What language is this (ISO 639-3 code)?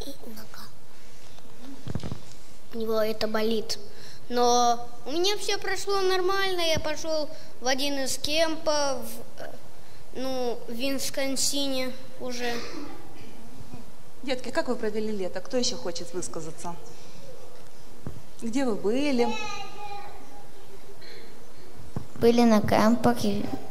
rus